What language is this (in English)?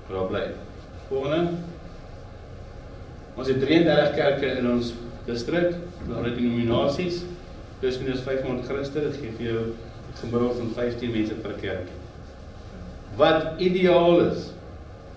Afrikaans